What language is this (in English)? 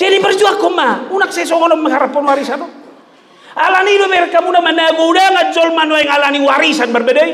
Batak Toba